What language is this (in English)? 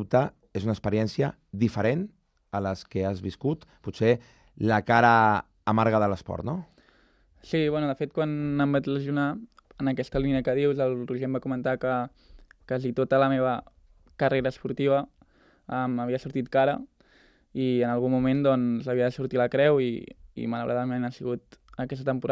Catalan